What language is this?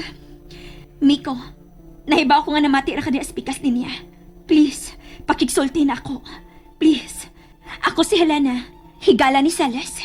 Cebuano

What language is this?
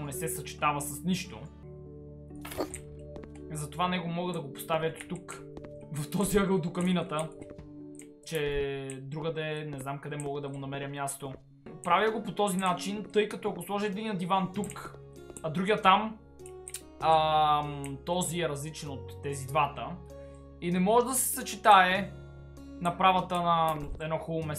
Bulgarian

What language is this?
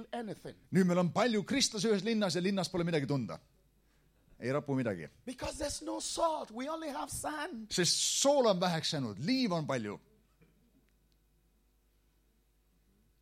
Estonian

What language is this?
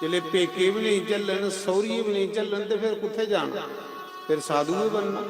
Dogri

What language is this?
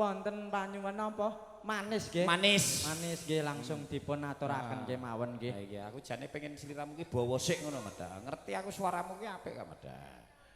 Javanese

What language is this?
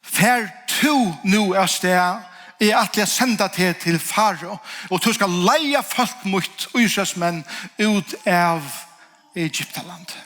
Faroese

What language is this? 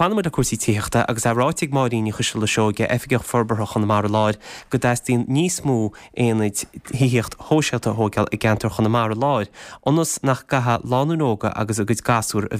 Irish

